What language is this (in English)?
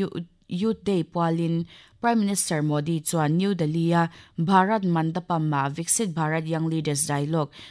Mizo